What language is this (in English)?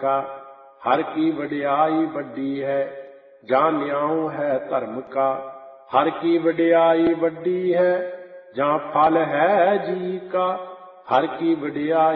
Punjabi